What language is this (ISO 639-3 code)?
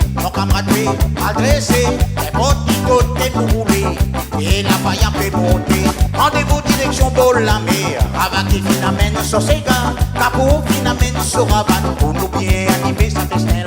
rcf